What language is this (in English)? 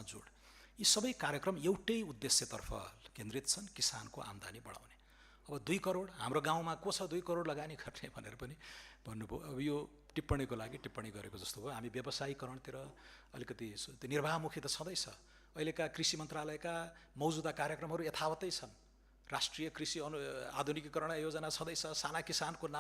Nepali